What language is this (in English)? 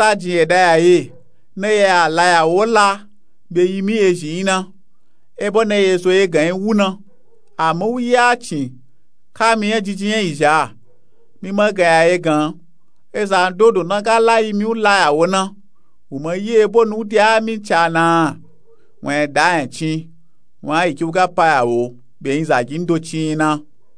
Nupe-Nupe-Tako